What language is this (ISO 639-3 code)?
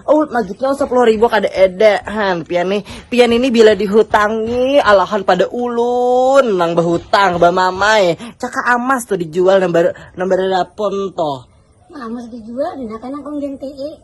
bjn